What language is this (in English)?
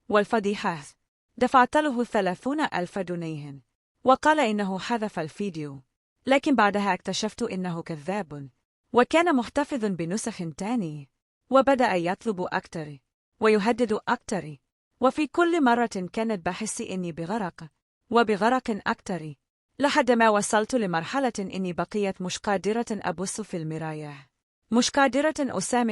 Egyptian Arabic